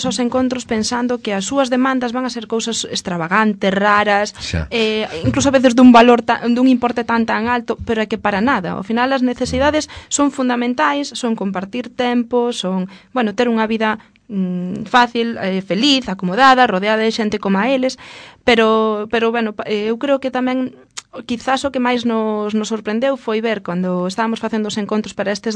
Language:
Galician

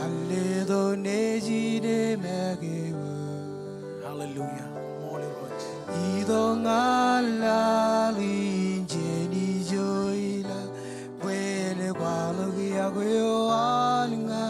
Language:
Marshallese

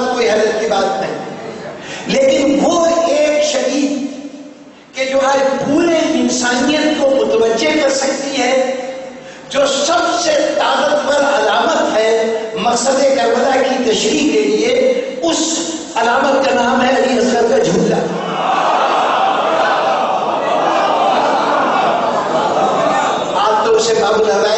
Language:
Urdu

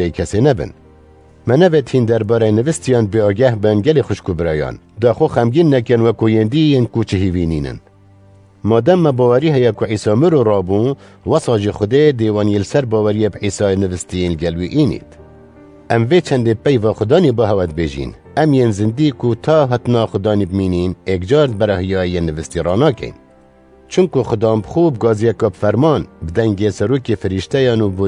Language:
Kurdish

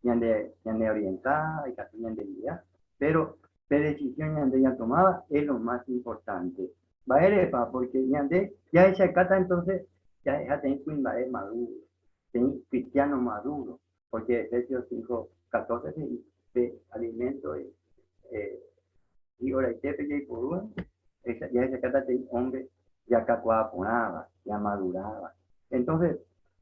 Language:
Guarani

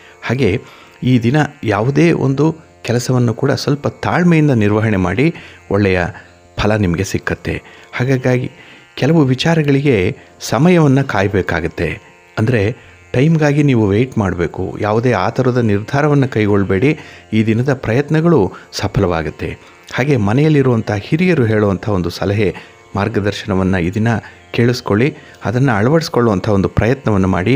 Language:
Kannada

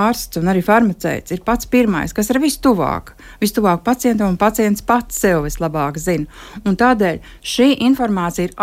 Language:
Latvian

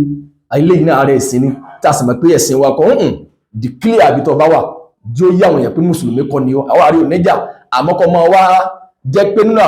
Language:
Yoruba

